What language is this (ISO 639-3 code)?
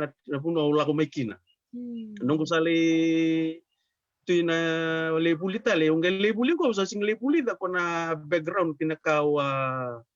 fij